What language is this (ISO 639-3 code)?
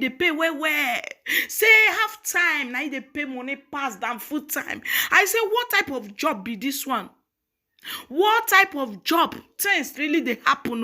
pcm